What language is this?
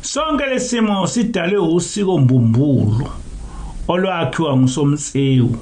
Zulu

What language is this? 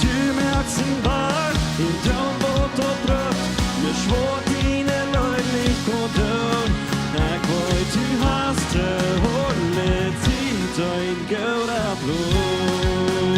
Plautdietsch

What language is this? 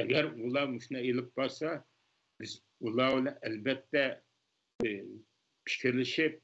Uyghur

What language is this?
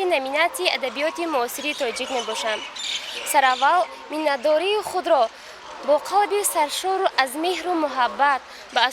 Tajik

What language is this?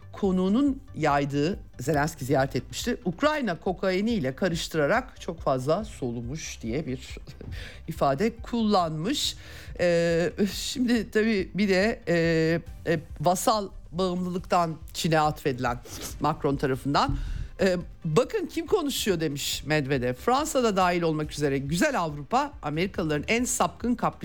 Turkish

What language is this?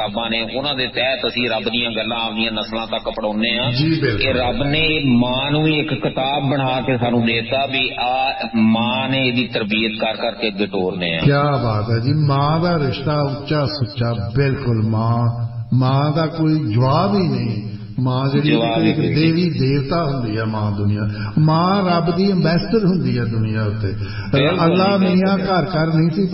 Punjabi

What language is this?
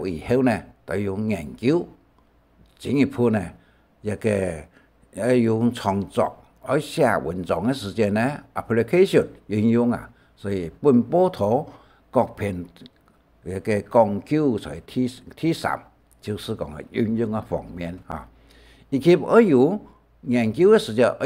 Hakka Chinese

